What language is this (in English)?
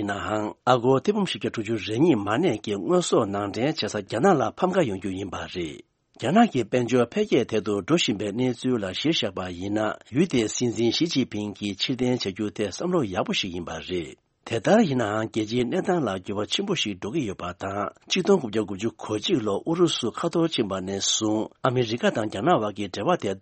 Tibetan